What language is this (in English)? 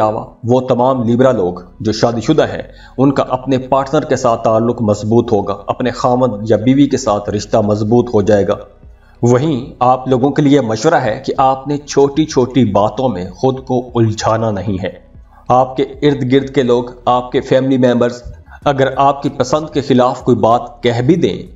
Urdu